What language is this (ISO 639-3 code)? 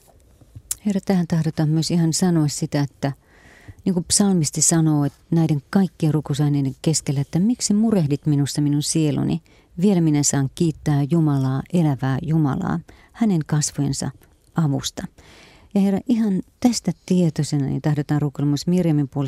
fin